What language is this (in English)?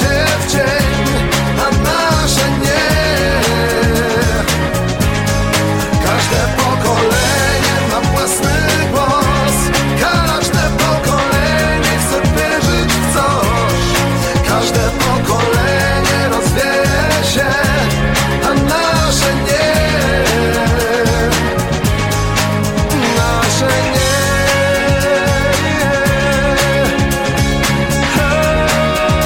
Polish